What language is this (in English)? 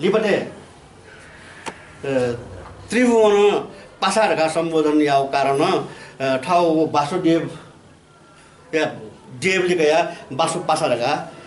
Newari